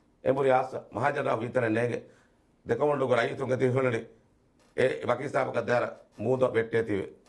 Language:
Divehi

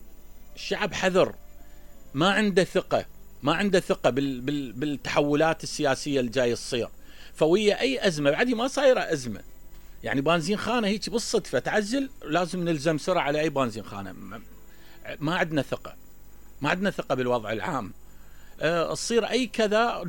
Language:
Mesopotamian Arabic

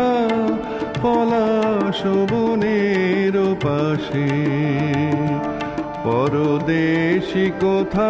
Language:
Bangla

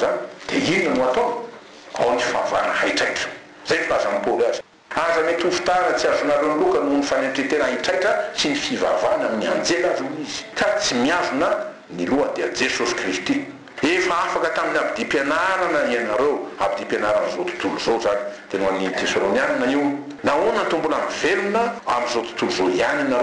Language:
Malagasy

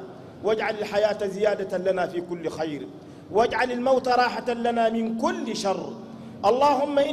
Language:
Arabic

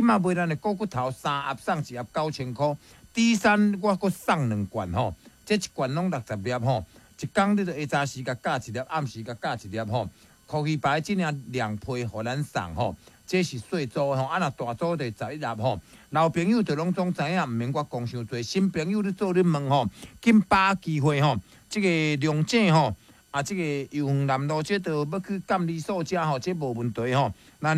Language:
Min Nan Chinese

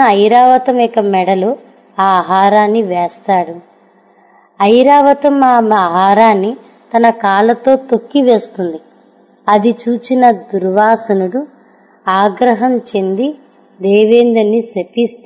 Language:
Telugu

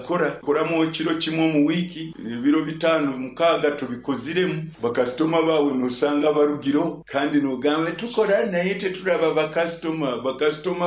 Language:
Nyankole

